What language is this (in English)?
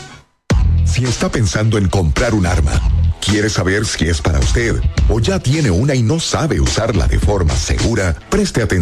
Spanish